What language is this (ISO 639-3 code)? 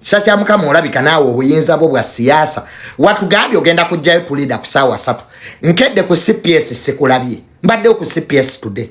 lug